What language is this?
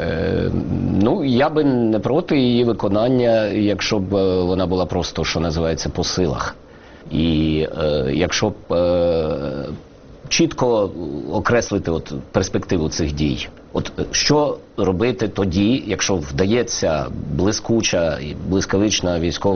Ukrainian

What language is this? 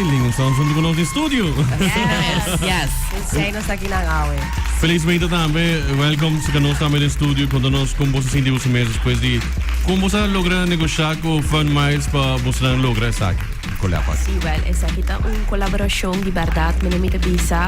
Papiamento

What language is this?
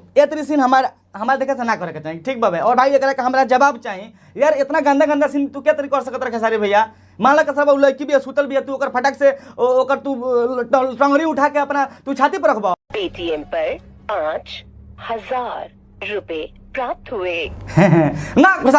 Bhojpuri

